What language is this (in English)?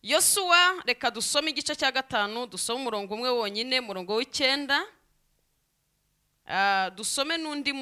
Kinyarwanda